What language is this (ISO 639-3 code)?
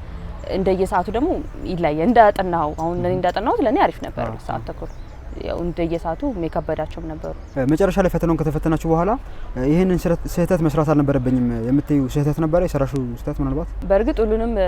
amh